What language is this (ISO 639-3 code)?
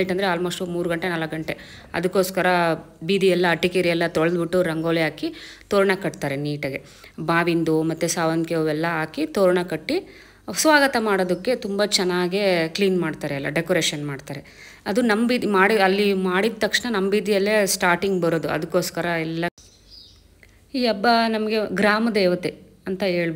kan